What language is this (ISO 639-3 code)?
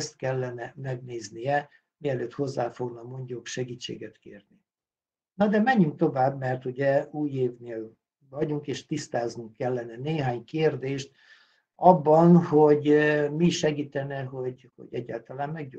hun